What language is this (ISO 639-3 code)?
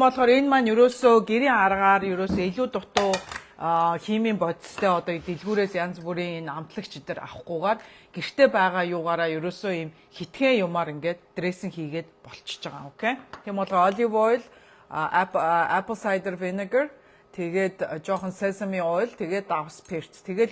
mon